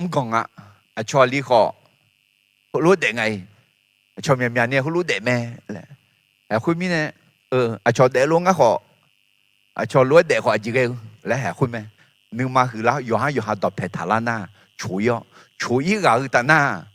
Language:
Akha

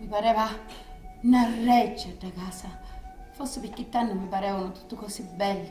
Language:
Sicilian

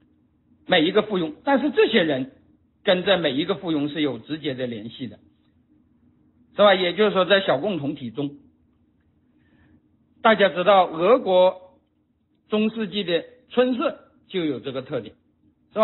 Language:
Chinese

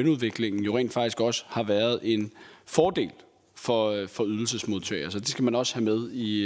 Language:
Danish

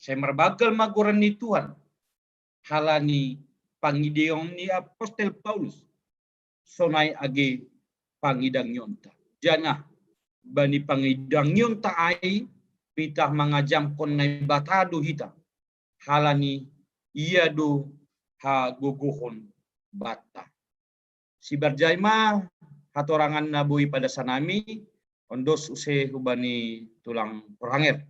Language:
Batak Simalungun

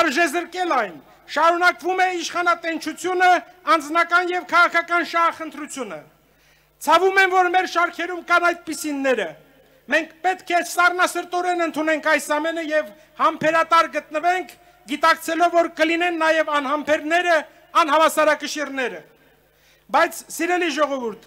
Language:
Armenian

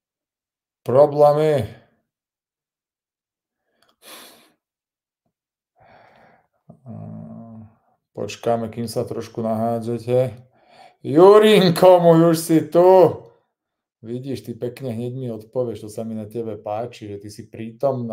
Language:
Slovak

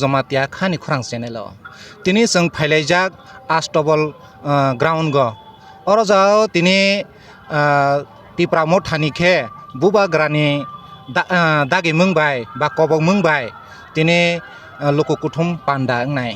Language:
Kok Borok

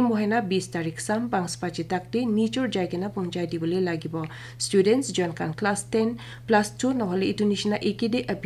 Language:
Naga Pidgin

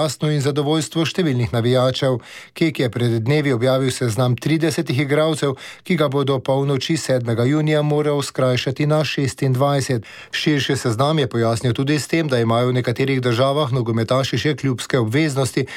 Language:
Slovenian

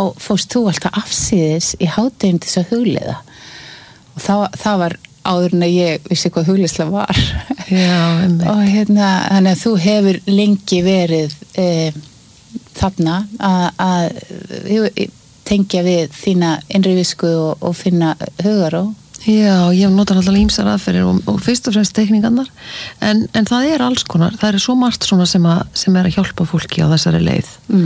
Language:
Icelandic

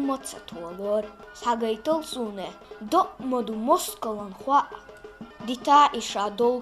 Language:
Chechen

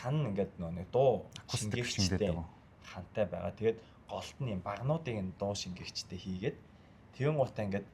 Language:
Mongolian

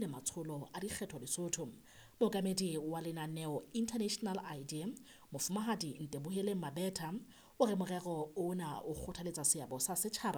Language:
Southern Sotho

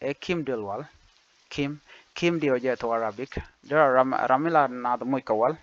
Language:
Nuer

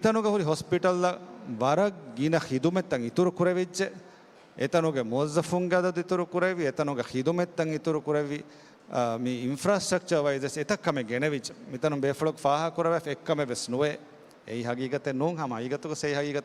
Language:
Divehi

